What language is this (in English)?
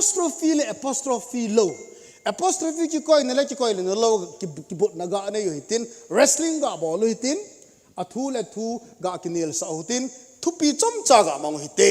Thado Chin